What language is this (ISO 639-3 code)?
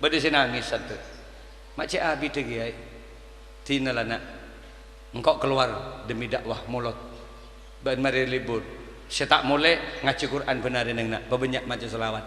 mad